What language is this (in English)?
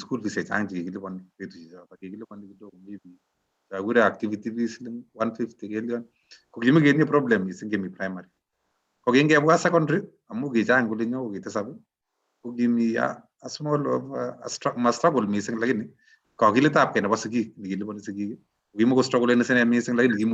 Kalenjin